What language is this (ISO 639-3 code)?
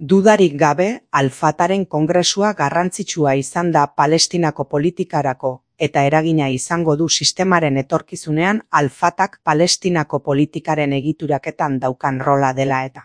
eus